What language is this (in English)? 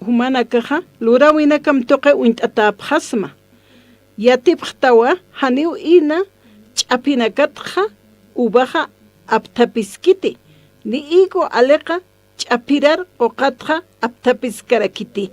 Aymara